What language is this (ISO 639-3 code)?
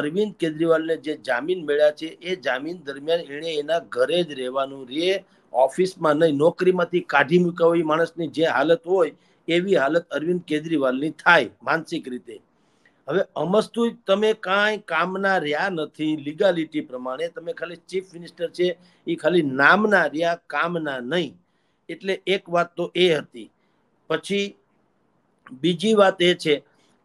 guj